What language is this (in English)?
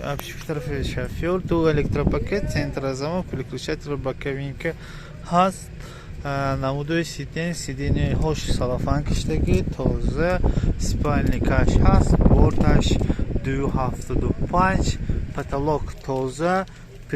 Tajik